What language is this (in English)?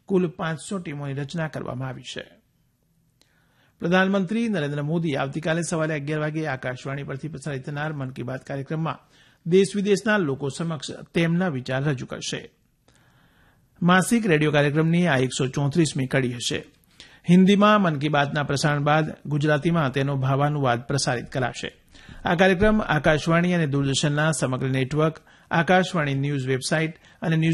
Gujarati